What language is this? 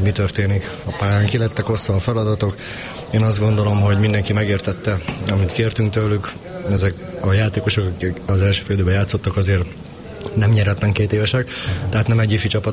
Hungarian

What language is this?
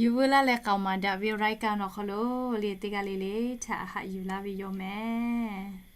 Lahu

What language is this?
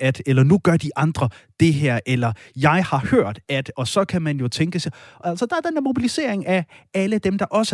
Danish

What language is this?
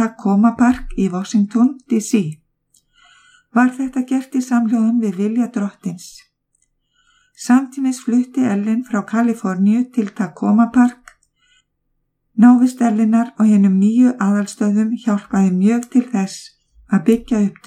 Icelandic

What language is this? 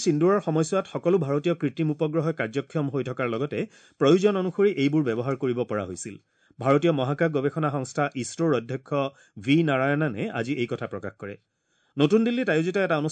Assamese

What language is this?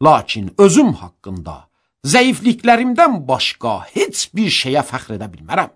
Azerbaijani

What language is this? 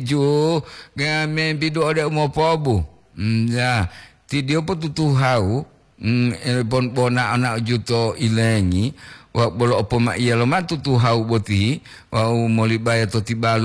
Gorontalo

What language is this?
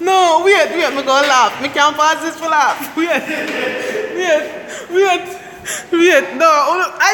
Jamaican Creole English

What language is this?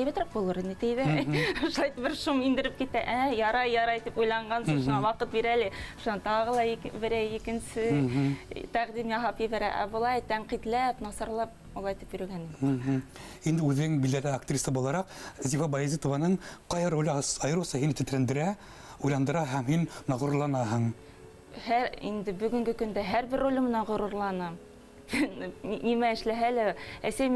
Bashkir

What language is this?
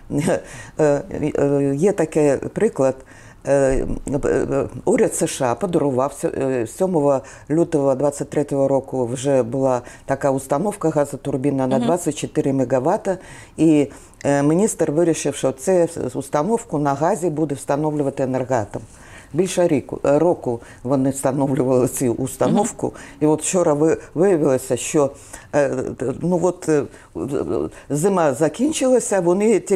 Ukrainian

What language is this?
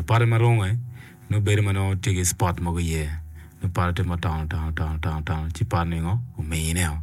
Acoli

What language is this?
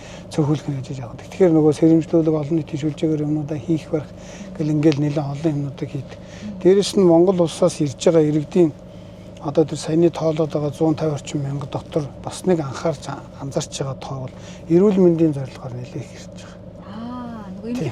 Mongolian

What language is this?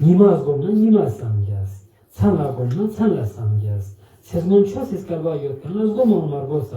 Ladakhi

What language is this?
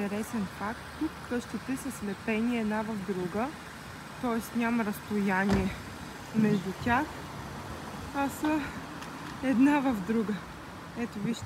Bulgarian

